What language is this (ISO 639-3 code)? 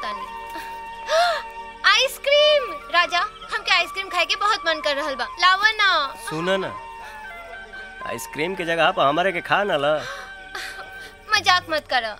bho